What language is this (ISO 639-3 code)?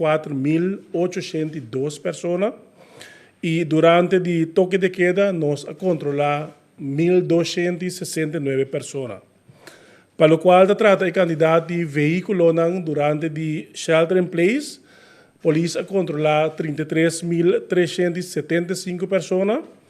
pap